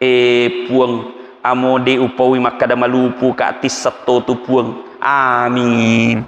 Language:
Buginese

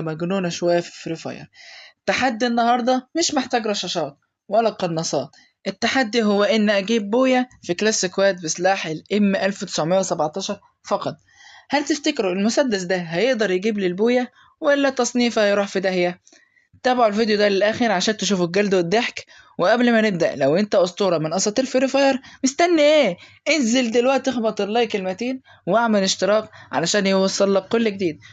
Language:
Egyptian Arabic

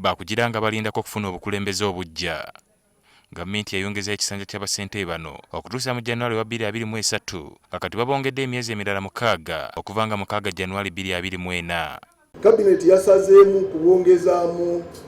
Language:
Ganda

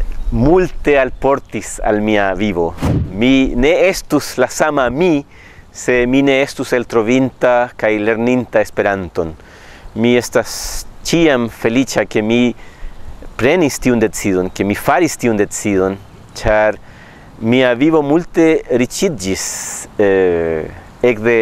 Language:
Esperanto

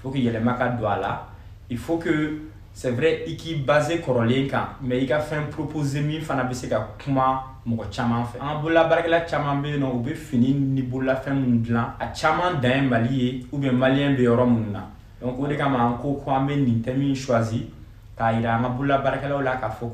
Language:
Bambara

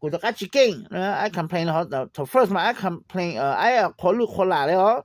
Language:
Hmong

